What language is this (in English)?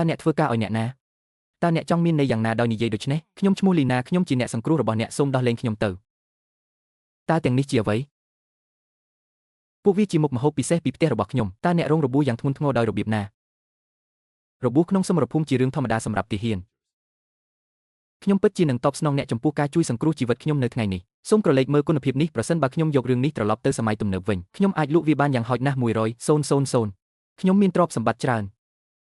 Khmer